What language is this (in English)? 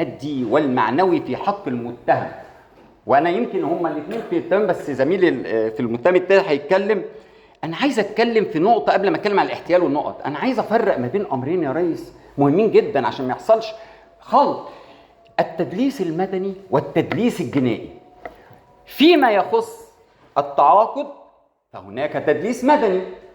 Egyptian Arabic